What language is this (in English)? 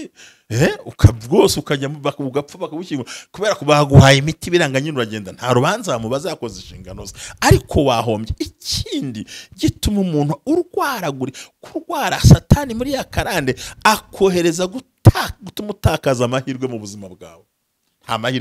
Kinyarwanda